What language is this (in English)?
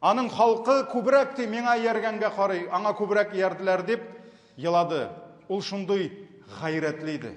Tatar